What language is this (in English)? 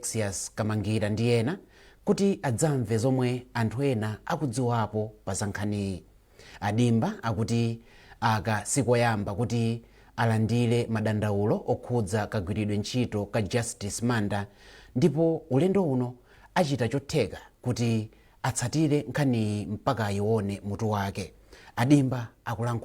Nyanja